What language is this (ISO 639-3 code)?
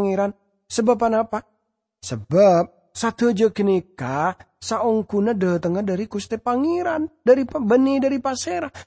mad